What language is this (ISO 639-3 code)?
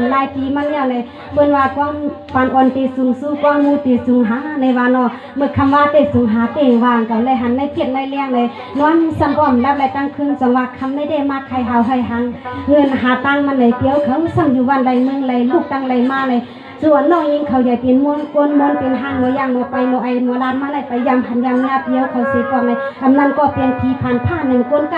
shn